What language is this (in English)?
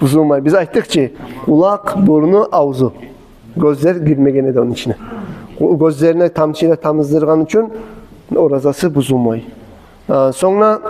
Kumyk